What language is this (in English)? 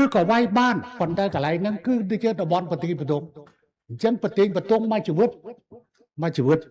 Khmer